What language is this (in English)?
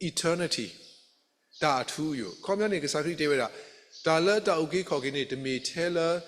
S'gaw Karen